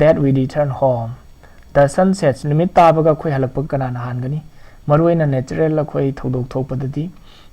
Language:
Manipuri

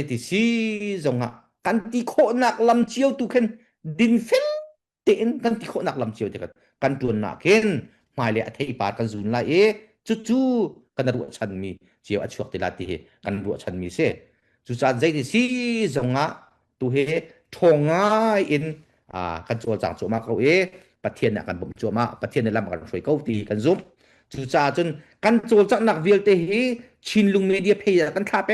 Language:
Hakha Chin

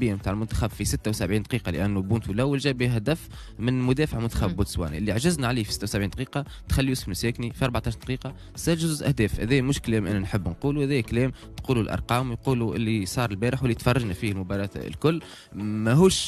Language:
Tunisian Arabic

